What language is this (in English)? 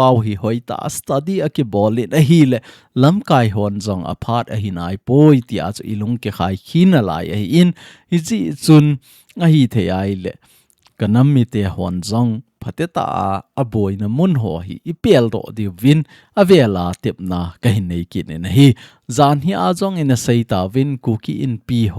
Thado Chin